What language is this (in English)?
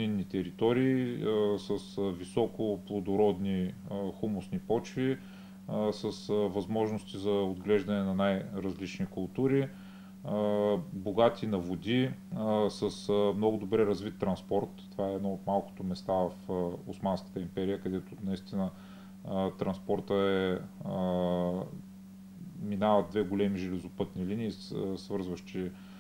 Bulgarian